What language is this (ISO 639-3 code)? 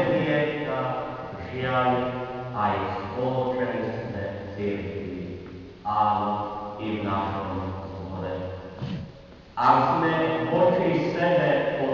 slk